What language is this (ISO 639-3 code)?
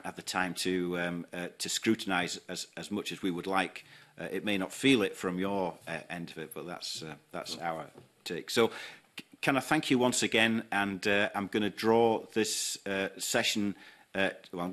eng